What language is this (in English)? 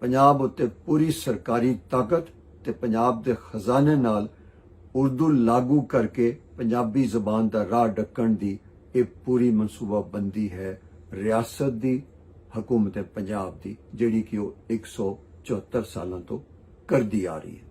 Western Panjabi